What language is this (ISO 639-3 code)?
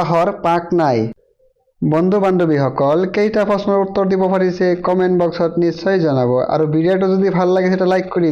asm